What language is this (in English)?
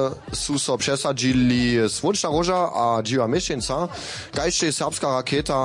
Upper Sorbian